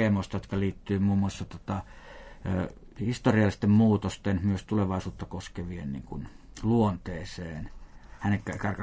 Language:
Finnish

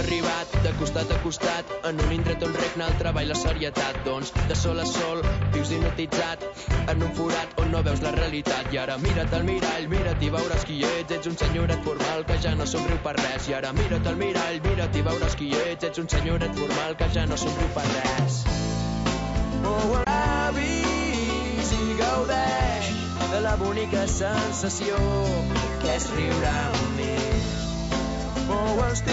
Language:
Catalan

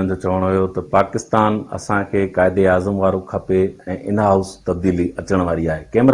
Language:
Sindhi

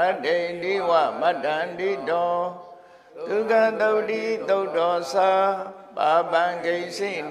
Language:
Burmese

